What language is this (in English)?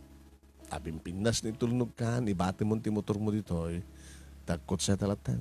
Iloko